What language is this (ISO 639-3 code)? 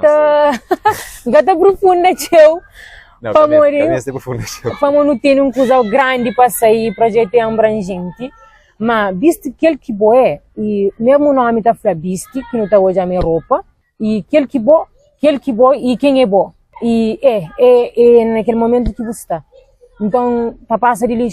kea